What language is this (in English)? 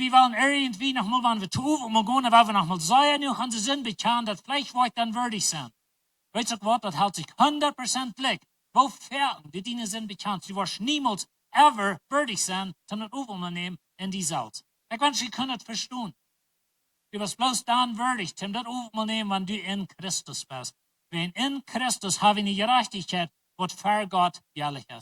Plautdietsch